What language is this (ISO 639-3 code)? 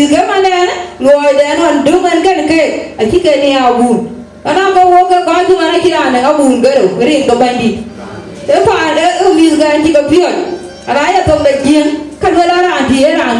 din